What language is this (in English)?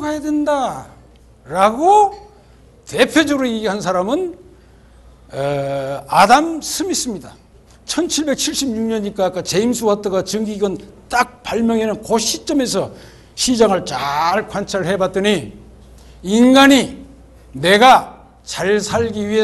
Korean